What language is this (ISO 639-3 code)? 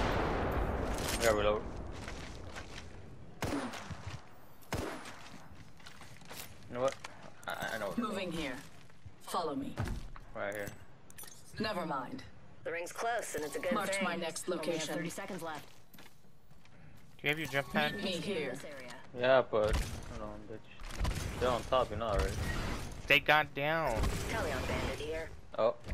eng